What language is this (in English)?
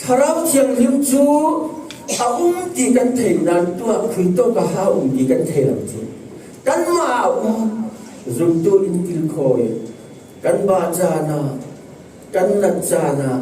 Falam Chin